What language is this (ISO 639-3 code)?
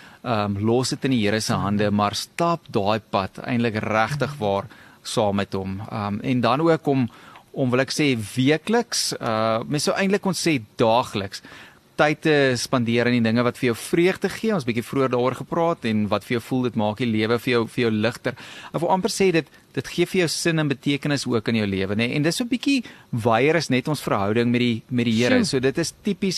afr